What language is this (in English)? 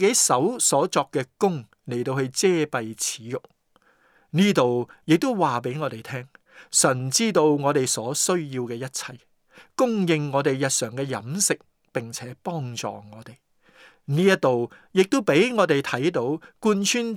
Cantonese